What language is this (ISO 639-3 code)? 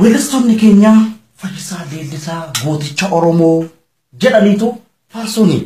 orm